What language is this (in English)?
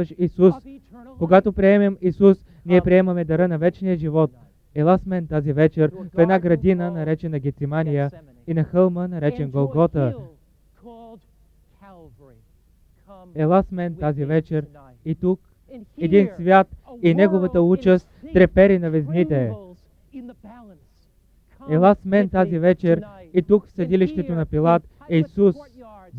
Bulgarian